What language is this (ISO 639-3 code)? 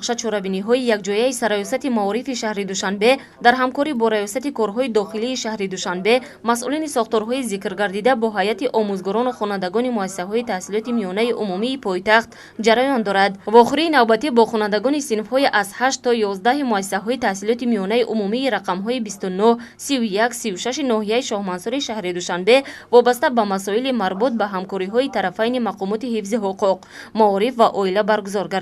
tgk